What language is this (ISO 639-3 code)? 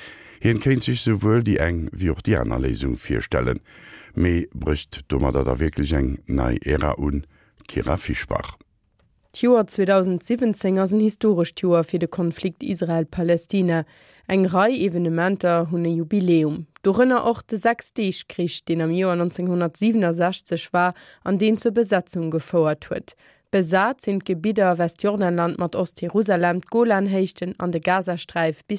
ltz